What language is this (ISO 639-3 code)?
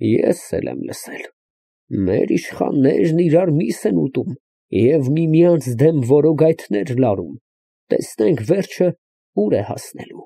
hye